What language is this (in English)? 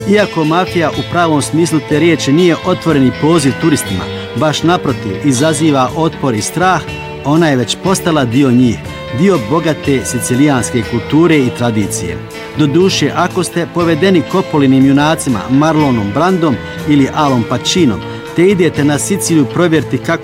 Bosnian